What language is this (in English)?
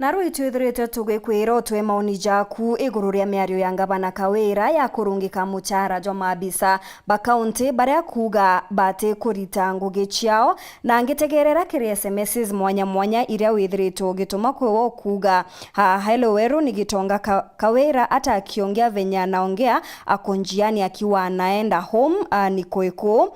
Meru